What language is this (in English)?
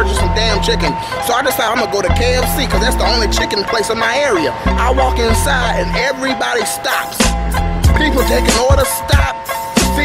English